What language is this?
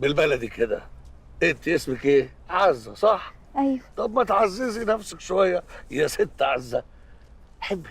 Egyptian Arabic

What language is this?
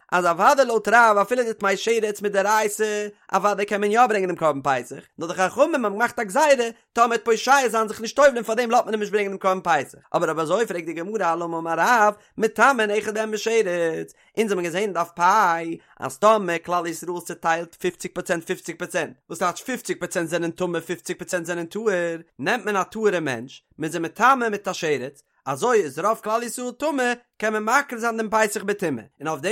Yiddish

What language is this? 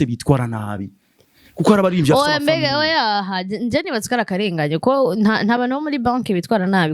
Rundi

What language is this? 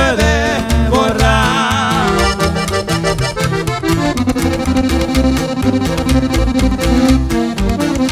Spanish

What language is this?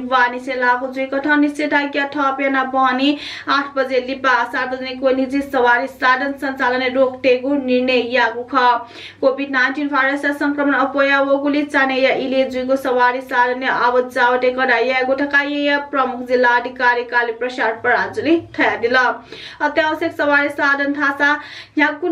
Newari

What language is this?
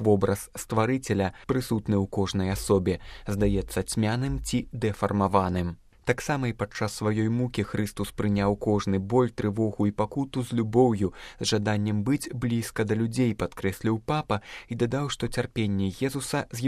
Belarusian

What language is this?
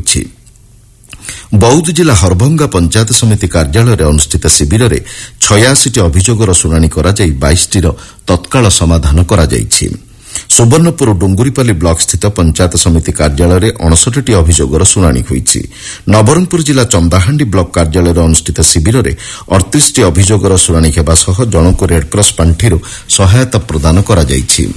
Odia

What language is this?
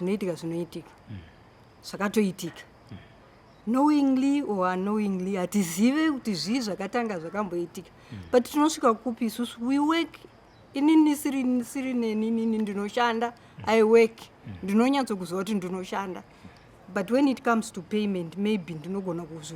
Shona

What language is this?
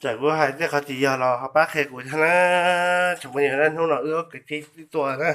Hmong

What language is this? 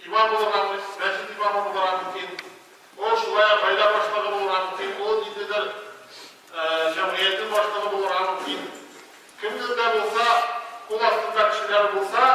Tatar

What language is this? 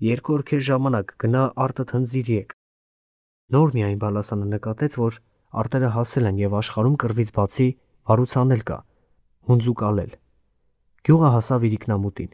Armenian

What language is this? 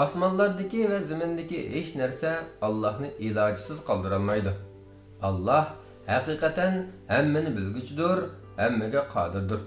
Uyghur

